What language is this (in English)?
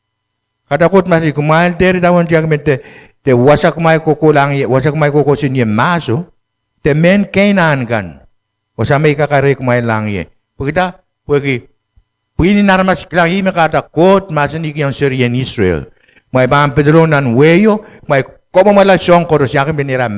Pohnpeian